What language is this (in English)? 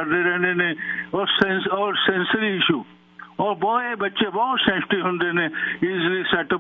Punjabi